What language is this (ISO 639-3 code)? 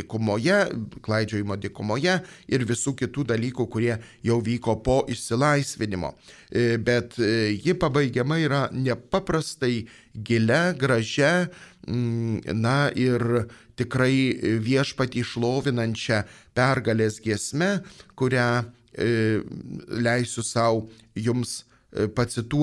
lit